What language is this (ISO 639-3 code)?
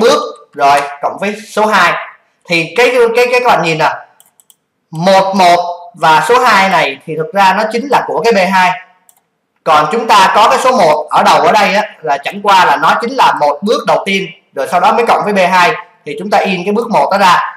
vie